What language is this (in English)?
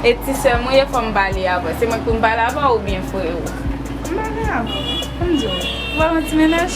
Haitian Creole